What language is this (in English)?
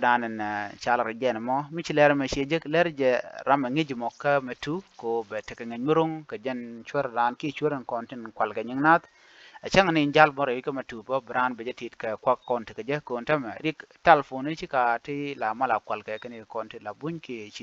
Nuer